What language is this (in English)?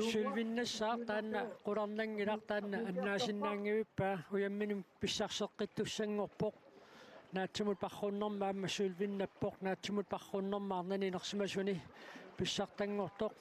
Kalaallisut